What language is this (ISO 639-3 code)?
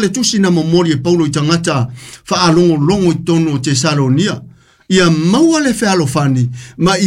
smo